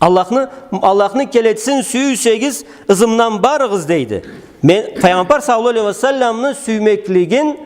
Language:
Karachay-Balkar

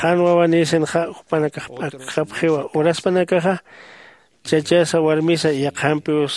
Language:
Aymara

